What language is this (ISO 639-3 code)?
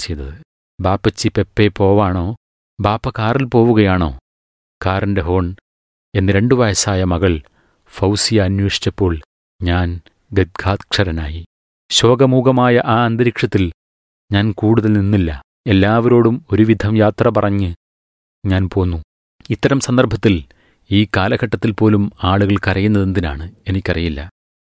mal